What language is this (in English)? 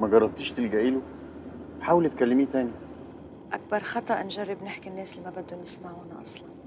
North Levantine Arabic